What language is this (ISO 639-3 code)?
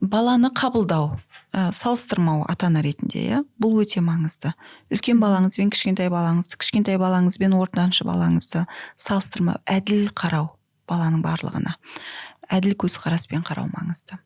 kaz